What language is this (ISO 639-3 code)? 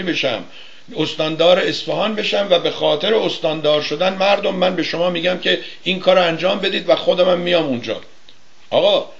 fas